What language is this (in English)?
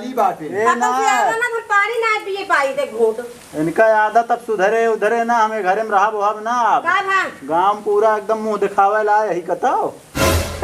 Awadhi